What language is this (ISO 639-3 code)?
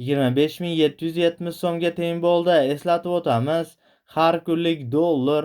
uzb